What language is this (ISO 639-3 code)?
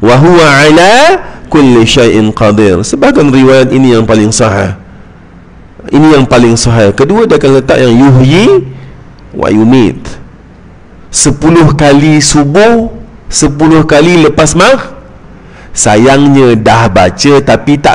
msa